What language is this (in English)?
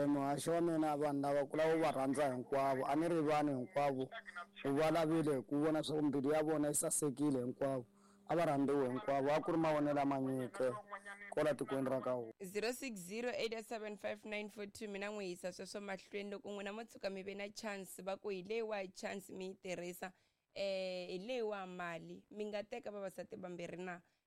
Tsonga